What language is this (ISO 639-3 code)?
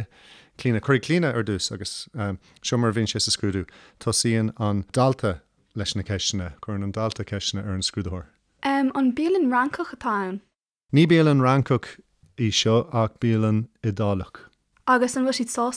gle